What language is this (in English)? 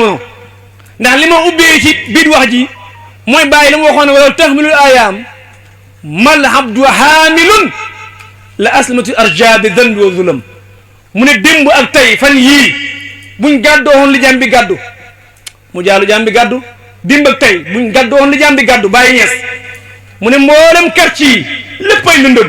Wolof